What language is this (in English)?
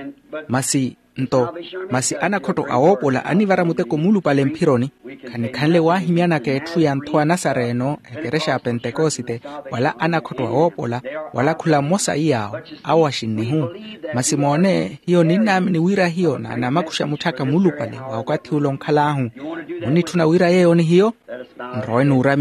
Makhuwa